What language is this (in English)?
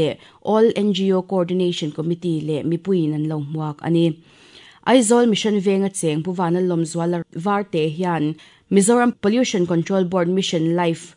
Mizo